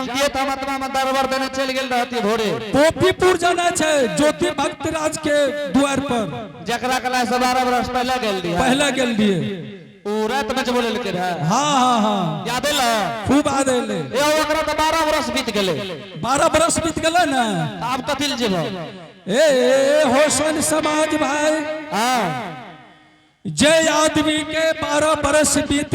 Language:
Angika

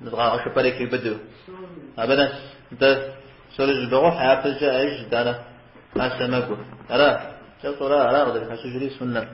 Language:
Kabardian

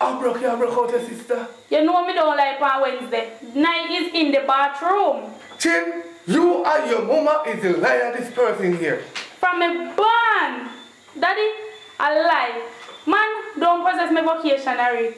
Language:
Jamaican Creole English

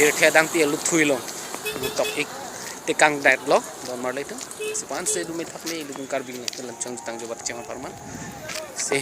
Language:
Karbi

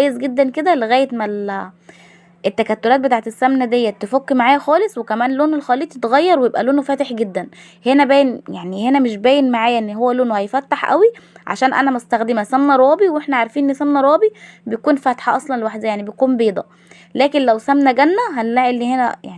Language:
Egyptian Arabic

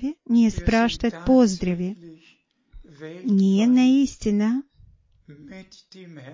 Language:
Bulgarian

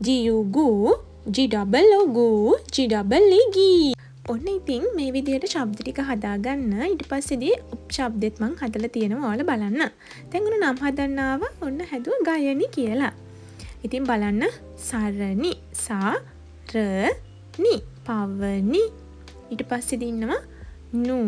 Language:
Sinhala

